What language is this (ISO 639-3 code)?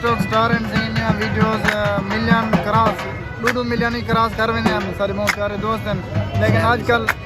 skr